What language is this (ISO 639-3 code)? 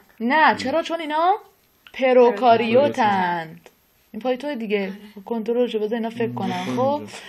fas